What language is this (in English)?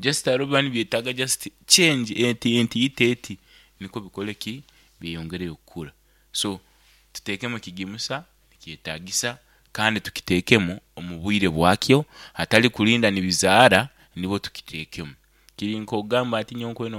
Nyankole